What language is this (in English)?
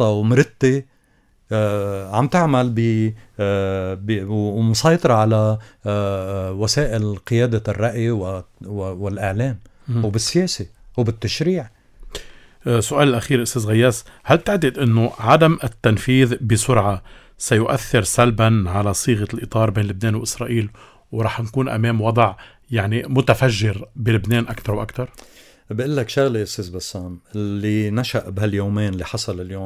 North Levantine Arabic